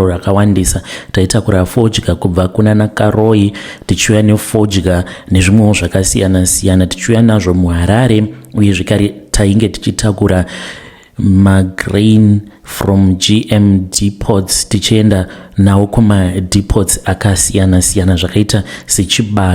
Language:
Shona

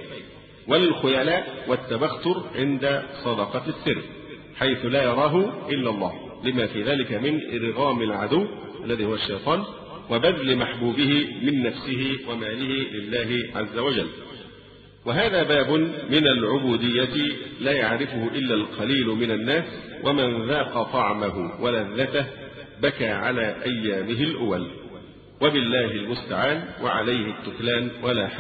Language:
Arabic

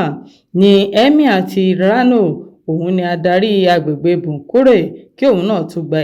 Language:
Yoruba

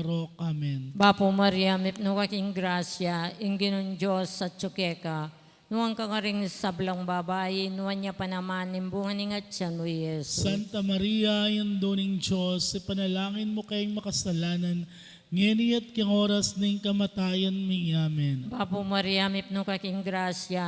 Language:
Pampanga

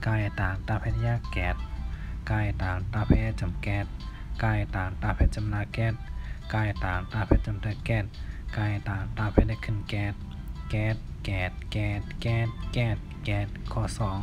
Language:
Shan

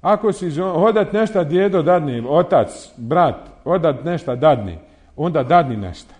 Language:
Bosnian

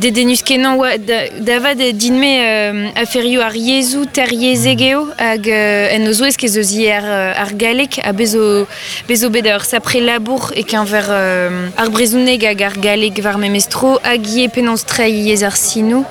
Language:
Breton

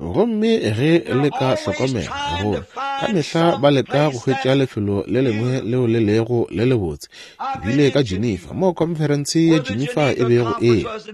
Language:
Northern Sotho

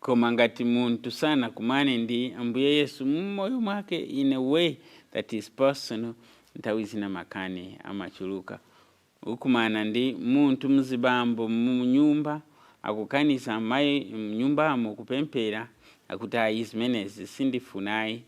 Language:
Nyanja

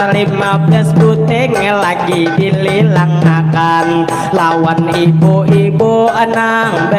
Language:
Banjar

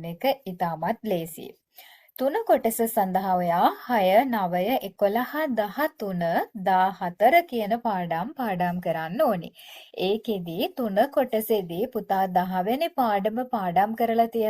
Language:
Sinhala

